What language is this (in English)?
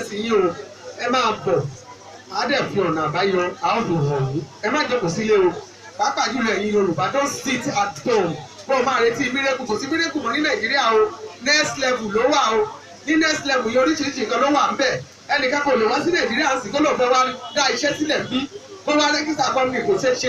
Yoruba